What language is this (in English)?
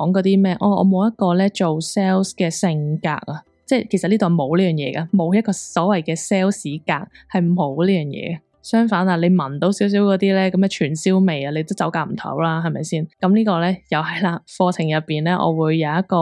Cantonese